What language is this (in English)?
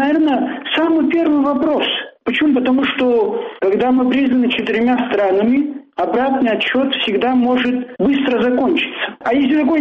Russian